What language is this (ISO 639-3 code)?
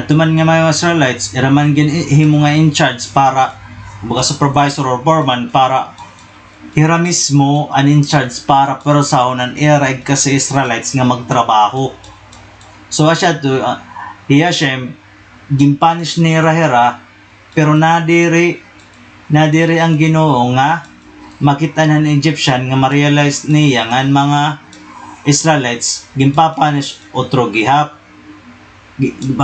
war